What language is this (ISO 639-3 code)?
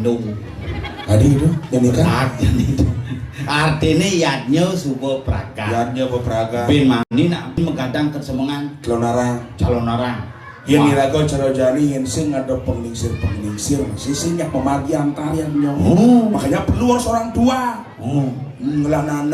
ban